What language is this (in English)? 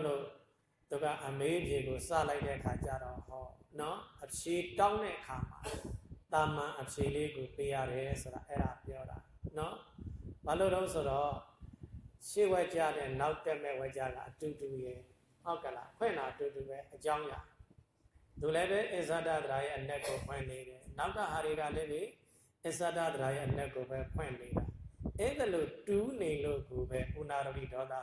Burmese